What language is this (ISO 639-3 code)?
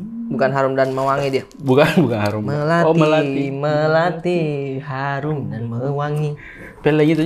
mfp